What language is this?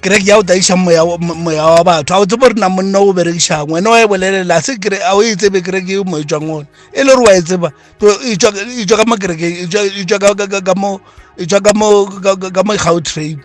Northern Sotho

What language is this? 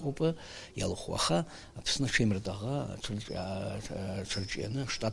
Abkhazian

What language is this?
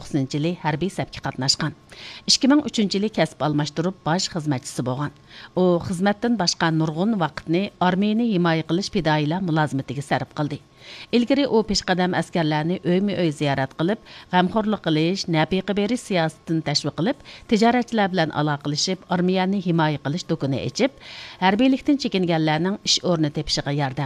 Uyghur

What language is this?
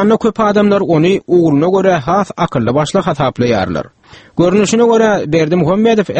Turkmen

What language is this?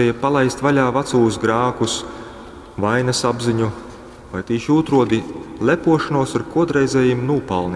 Latgalian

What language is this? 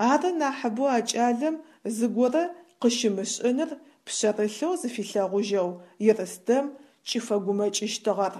Adyghe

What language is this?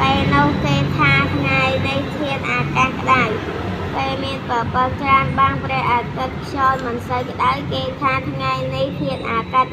Khmer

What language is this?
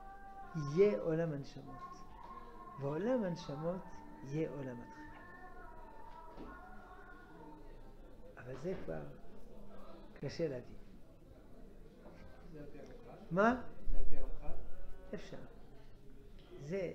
Hebrew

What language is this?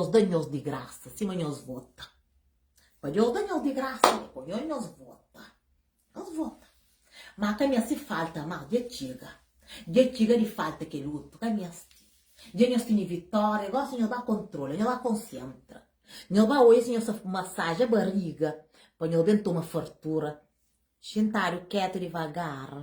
Kabuverdianu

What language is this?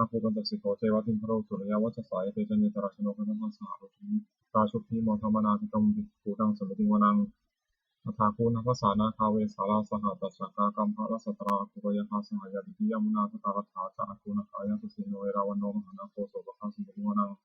Pali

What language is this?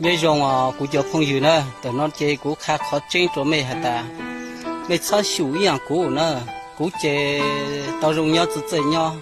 Hmong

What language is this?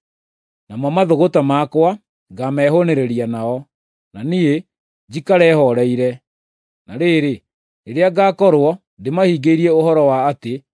Kikuyu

